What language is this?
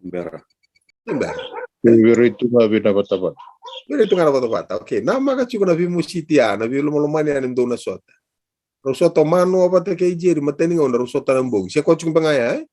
Fijian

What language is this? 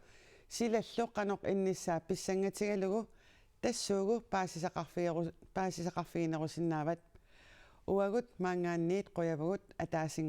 Kalaallisut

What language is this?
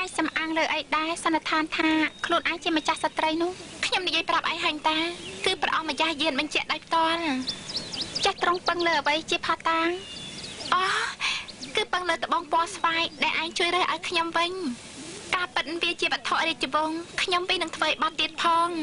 Khmer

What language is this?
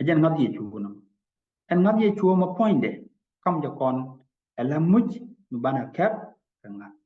Nuer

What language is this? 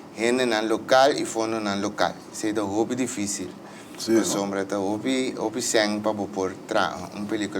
Papiamento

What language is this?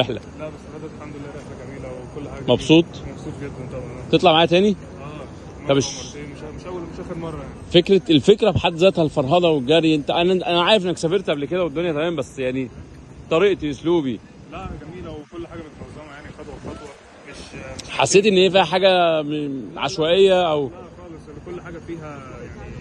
Egyptian Arabic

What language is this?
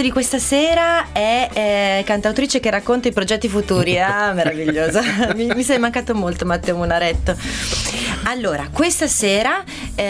Italian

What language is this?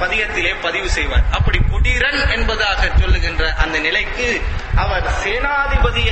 Tamil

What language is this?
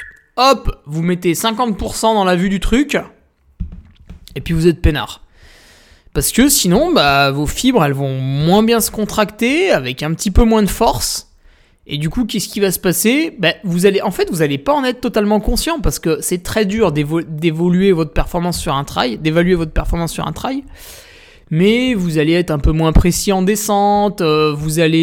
French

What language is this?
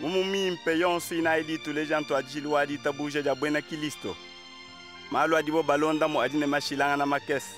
Luba-Lulua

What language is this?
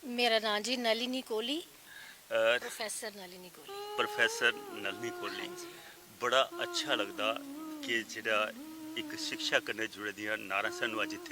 Dogri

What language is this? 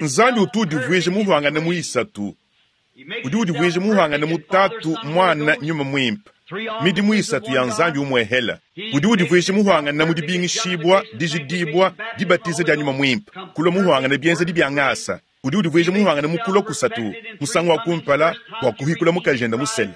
Luba-Lulua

